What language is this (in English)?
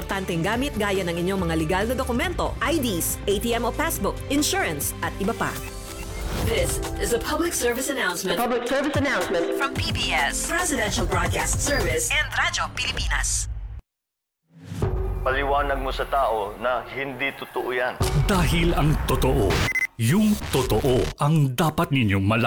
Filipino